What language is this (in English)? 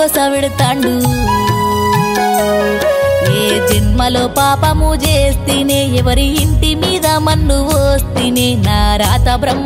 Telugu